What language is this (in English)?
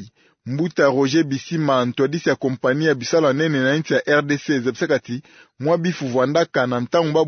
Kituba (Democratic Republic of Congo)